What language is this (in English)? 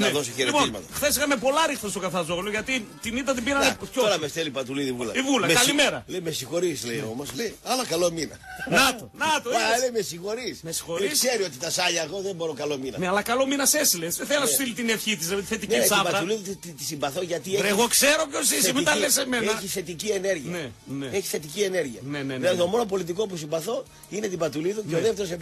Greek